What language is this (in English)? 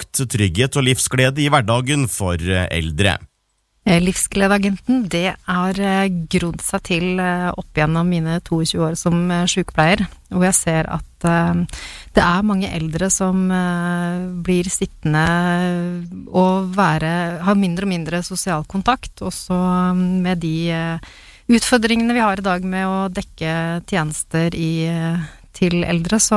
Norwegian